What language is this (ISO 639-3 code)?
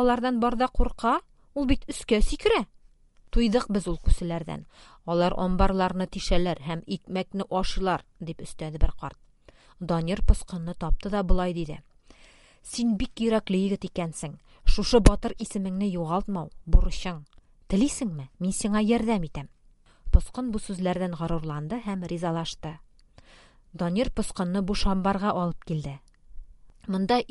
tat